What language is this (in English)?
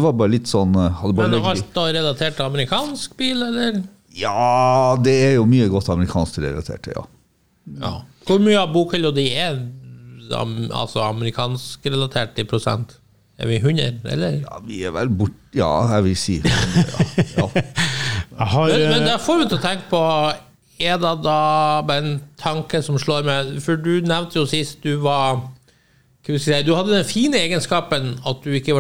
Norwegian